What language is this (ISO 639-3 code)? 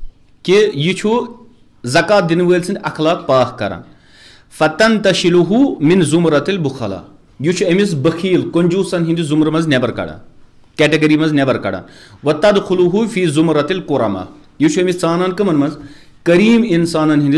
kas